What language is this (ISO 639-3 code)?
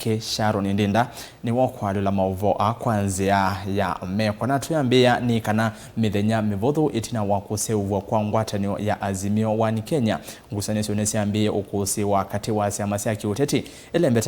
kam